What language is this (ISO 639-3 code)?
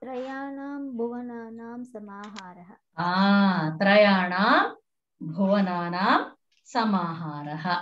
san